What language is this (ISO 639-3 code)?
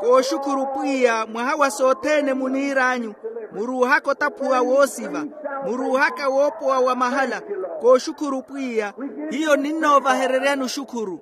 vmw